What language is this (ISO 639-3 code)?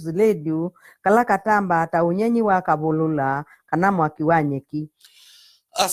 kik